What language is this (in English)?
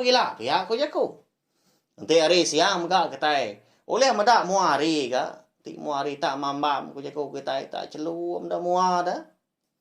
Iban